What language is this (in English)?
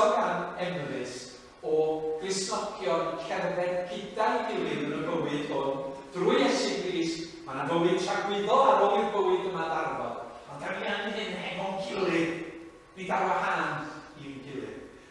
Welsh